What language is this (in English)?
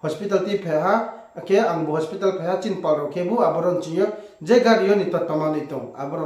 Riang (India)